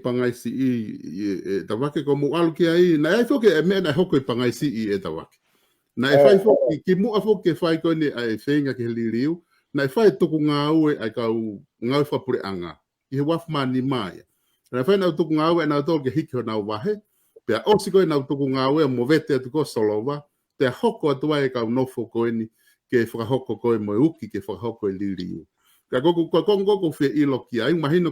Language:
Tongan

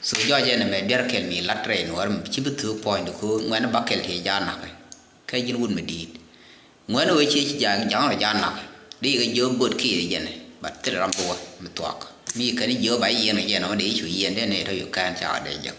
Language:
Nuer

